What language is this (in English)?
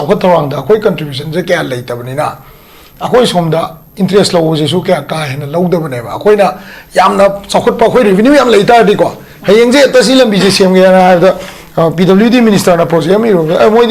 Manipuri